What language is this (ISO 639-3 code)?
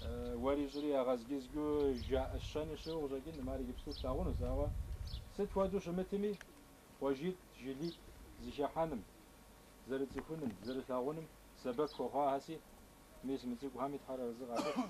kbd